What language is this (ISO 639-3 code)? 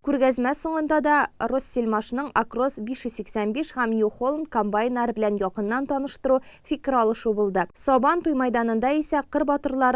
tat